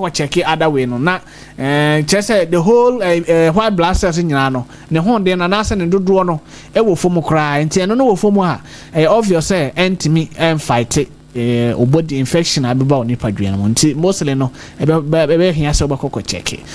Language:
Akan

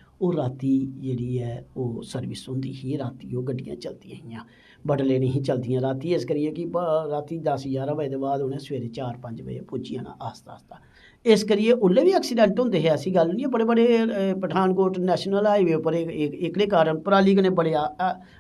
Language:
Dogri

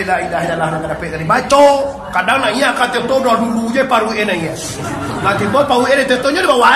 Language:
Minangkabau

